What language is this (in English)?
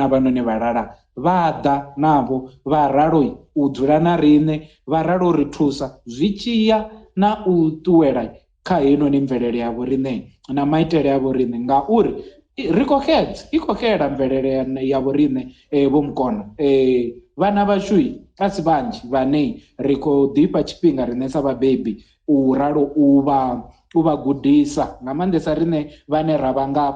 Venda